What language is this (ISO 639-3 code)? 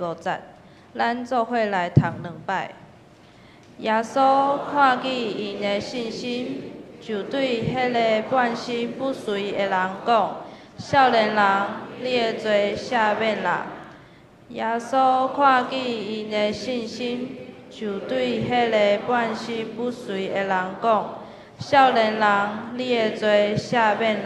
nan